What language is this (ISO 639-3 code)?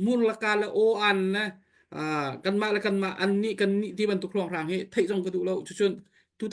cnh